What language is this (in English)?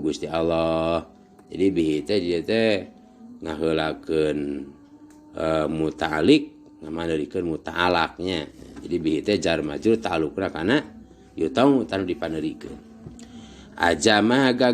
Sundanese